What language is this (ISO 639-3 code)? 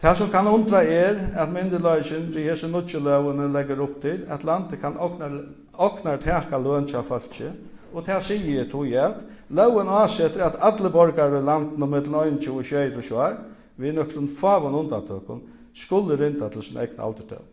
fao